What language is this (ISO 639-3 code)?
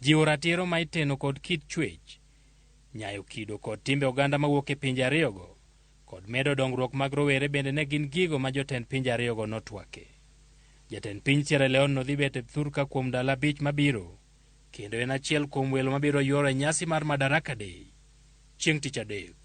luo